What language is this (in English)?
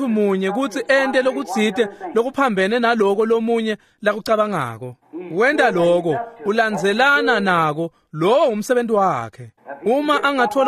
Swati